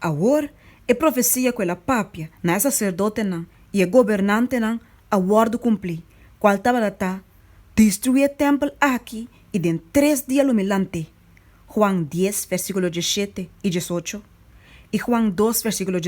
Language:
Papiamento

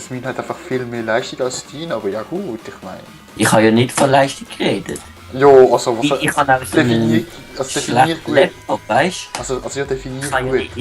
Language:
Swiss German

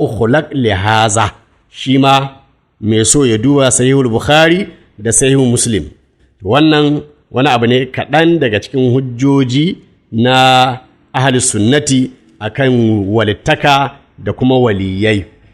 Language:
Hausa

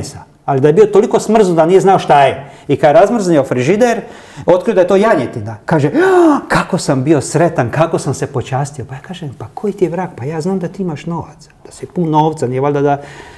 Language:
Croatian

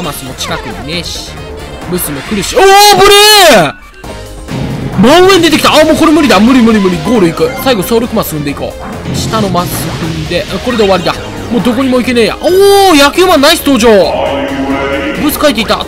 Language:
Japanese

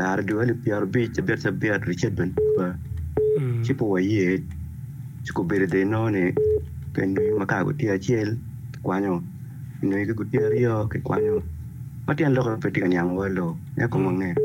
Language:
Acoli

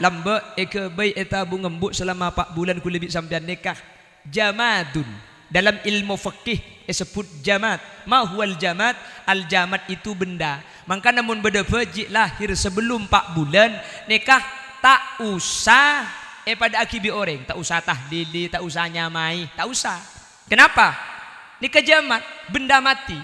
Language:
Madurese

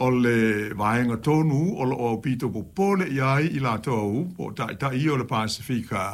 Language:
Samoan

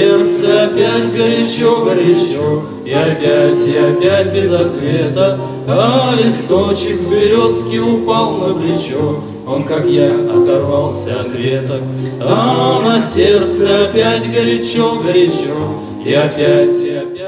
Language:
Russian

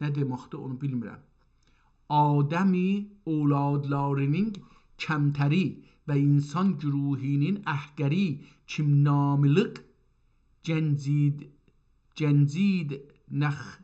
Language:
South Azerbaijani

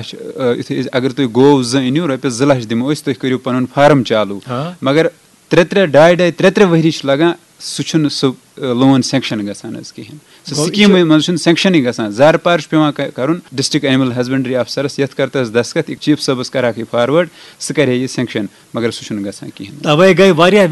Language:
Kashmiri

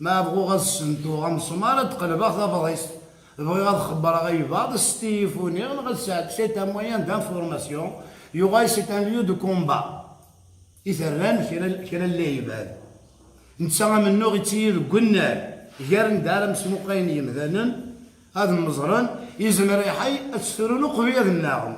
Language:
Kabyle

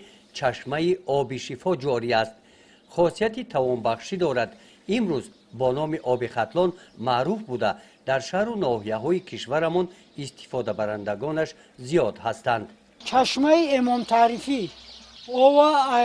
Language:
Tajik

